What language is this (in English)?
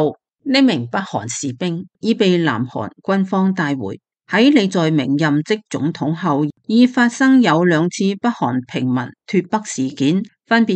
Cantonese